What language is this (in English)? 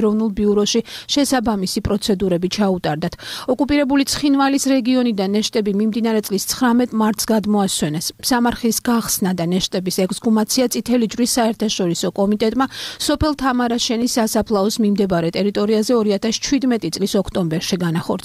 Georgian